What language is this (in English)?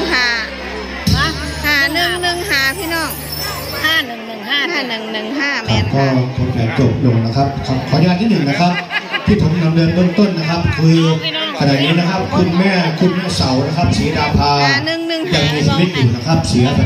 Northeastern Thai